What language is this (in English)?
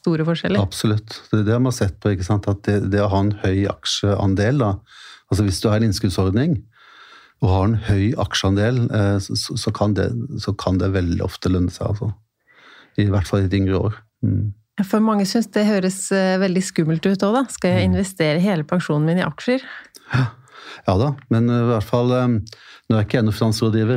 Norwegian